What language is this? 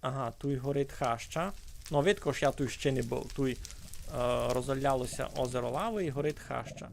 Rusyn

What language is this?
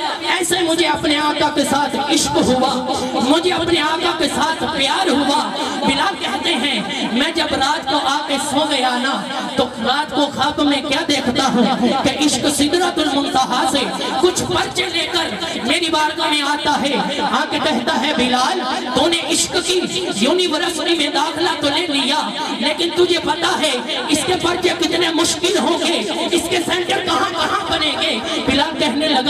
Urdu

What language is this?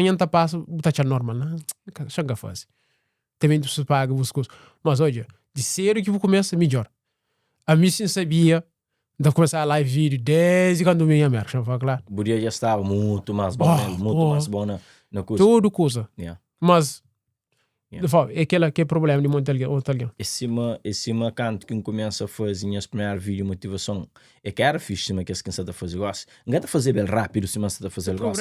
Kabuverdianu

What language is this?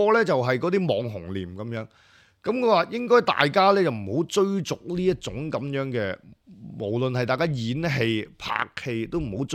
Cantonese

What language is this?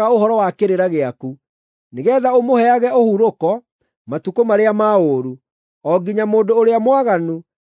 Kikuyu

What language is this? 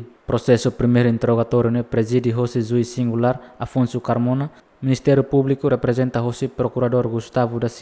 Tetum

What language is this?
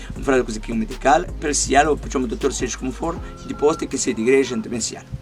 Kabuverdianu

